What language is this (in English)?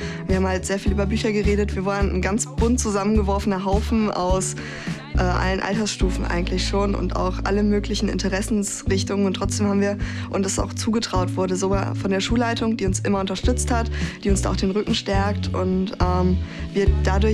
German